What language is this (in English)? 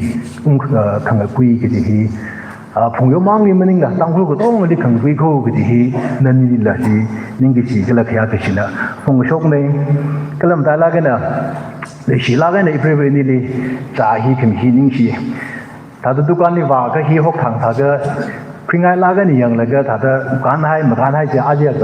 Tangkhul Naga (India)